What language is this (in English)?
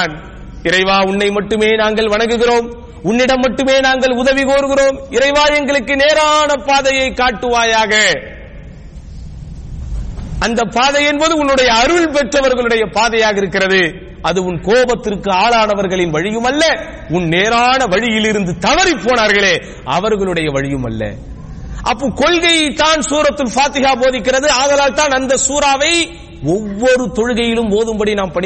Tamil